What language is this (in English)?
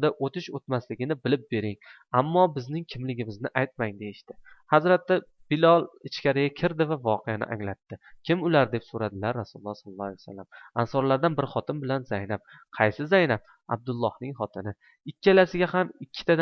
Uzbek